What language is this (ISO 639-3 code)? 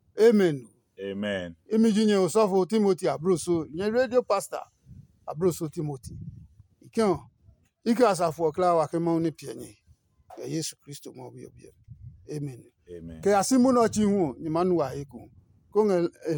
ada